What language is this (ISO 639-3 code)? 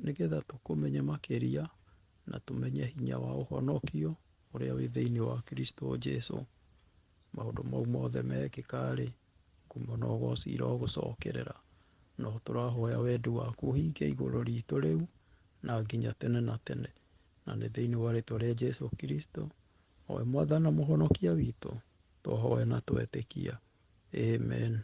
kik